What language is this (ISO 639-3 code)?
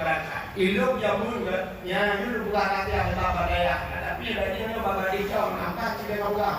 ace